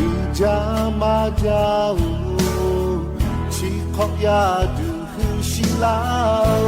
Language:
Lahu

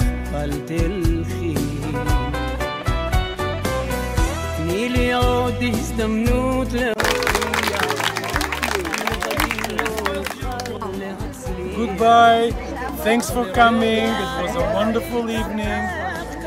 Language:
Hebrew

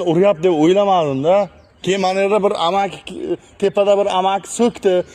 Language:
Uzbek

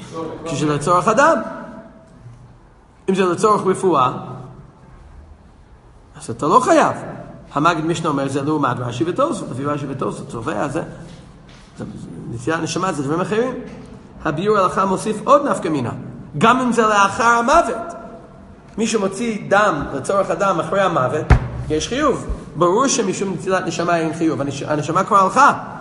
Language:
Hebrew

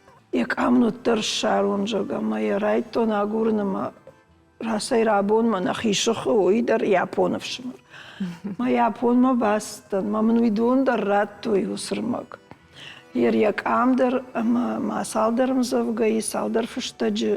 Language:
Ossetic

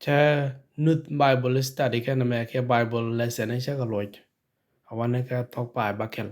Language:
Nuer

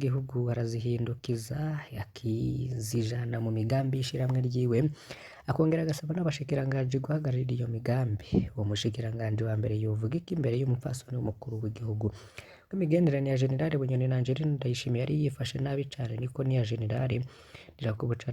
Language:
Rundi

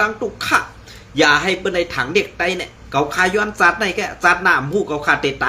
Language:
Shan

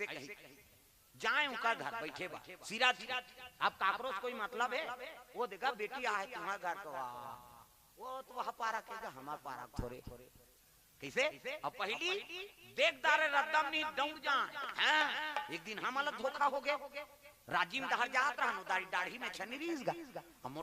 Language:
Chhattisgarhi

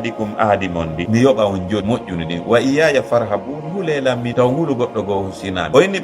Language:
Fula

